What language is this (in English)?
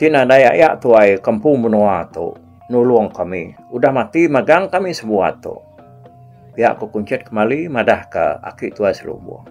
Iban